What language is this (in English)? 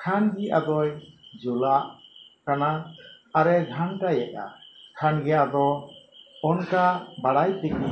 Santali